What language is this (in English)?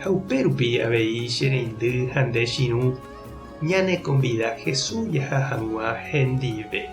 Guarani